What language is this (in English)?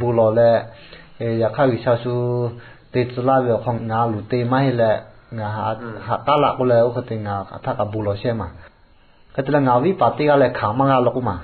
Lahu